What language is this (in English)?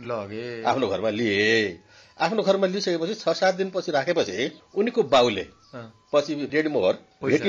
Nepali